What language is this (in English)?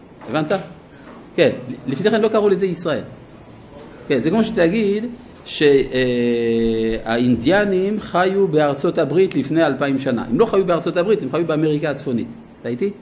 Hebrew